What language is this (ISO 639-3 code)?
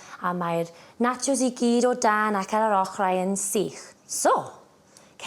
cym